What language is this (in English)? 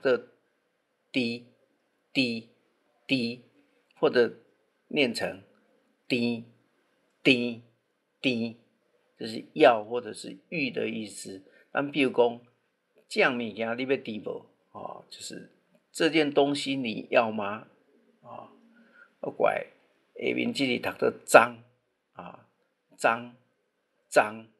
Min Nan Chinese